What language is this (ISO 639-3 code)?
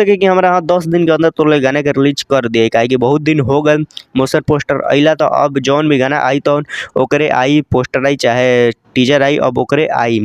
bho